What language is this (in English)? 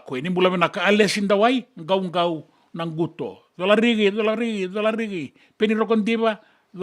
Fijian